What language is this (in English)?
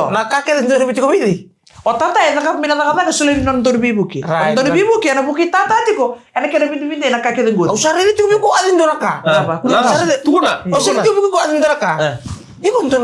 Fijian